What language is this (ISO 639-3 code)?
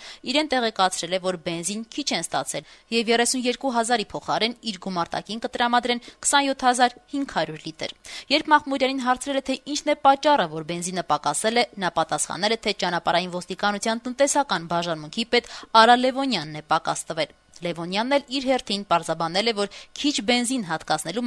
hye